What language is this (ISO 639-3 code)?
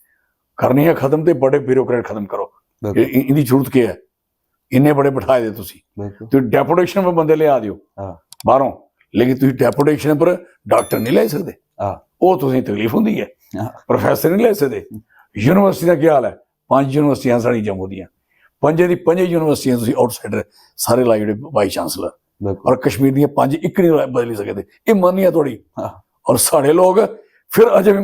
doi